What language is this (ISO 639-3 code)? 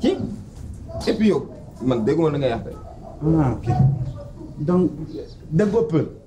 fuf